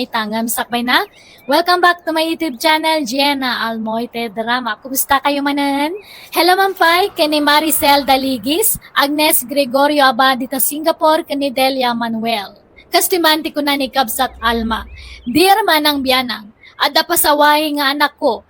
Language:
Iloko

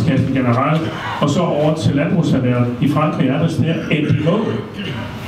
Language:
Danish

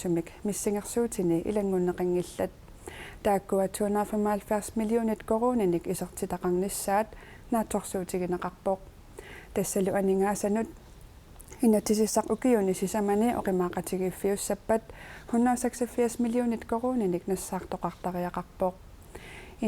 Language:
Kalaallisut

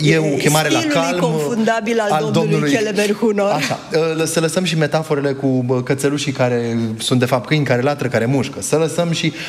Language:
Romanian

